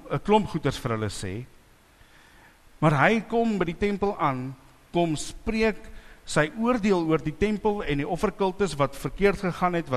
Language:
Afrikaans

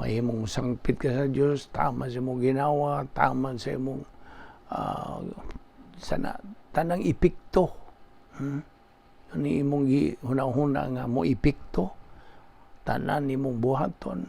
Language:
Cebuano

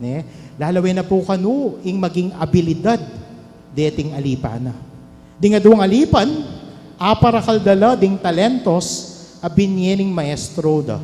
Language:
Pampanga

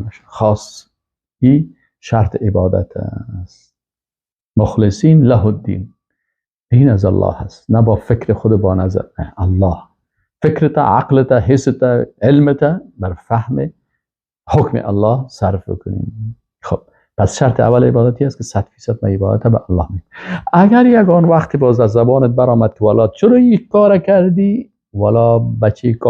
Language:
Persian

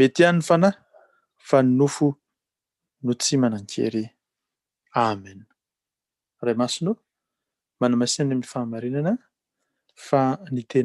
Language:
Malagasy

